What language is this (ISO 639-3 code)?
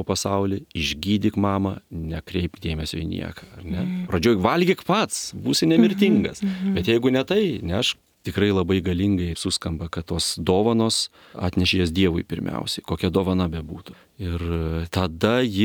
lit